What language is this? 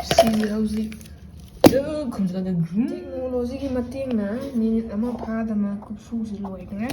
Manipuri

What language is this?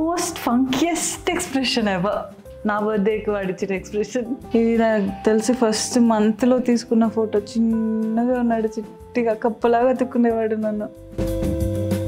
Telugu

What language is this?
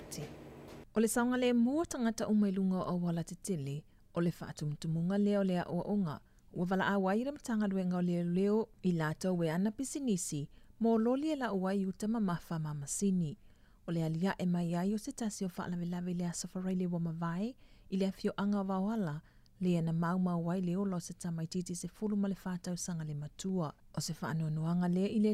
Samoan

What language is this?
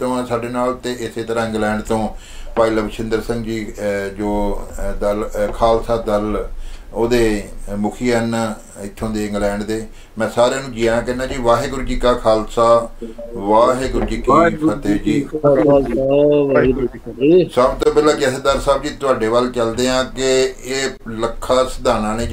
Punjabi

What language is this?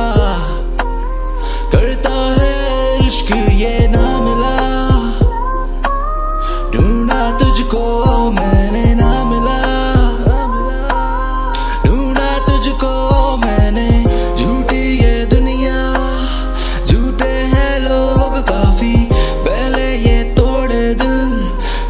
Hindi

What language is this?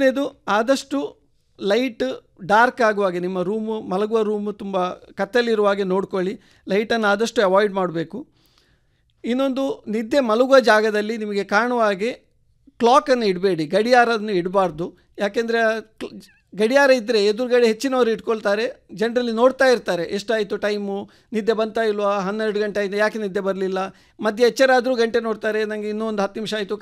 Kannada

